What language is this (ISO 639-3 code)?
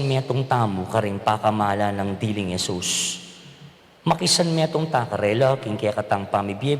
pam